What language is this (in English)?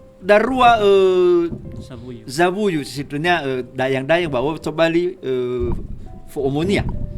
Nias